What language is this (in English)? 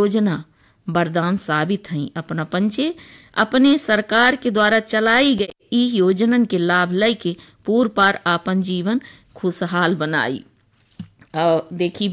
Bagheli